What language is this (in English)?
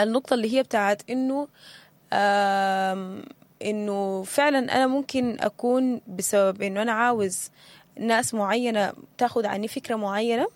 Sudanese Arabic